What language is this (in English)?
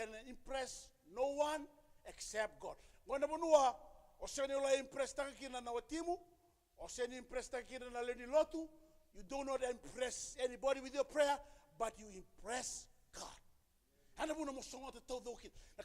Fijian